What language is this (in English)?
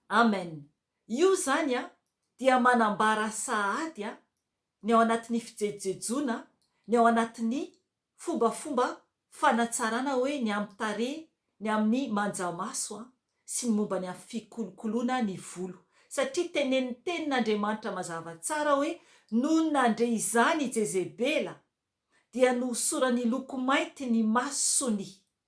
Malagasy